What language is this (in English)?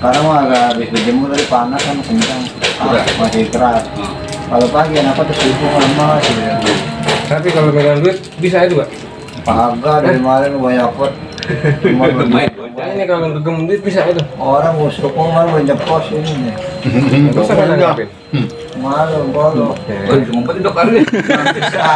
Betawi